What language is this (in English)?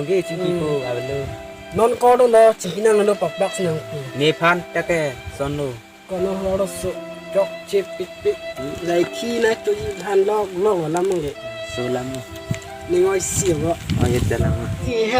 Karbi